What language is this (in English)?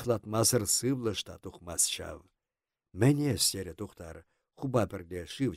Chuvash